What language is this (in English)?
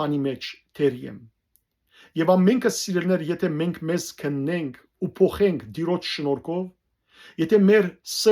Western Armenian